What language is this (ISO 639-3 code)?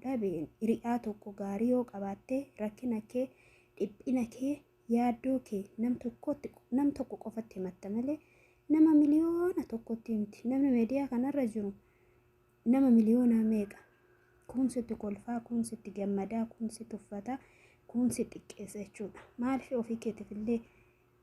orm